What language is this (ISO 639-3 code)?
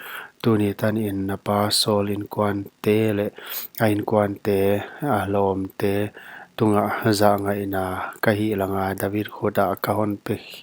pck